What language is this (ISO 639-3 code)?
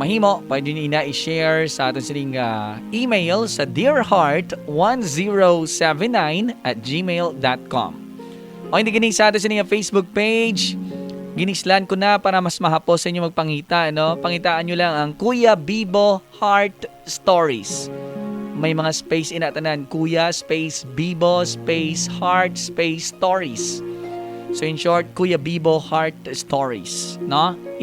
hil